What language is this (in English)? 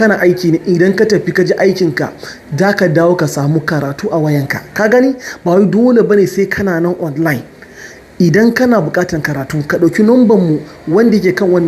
Hausa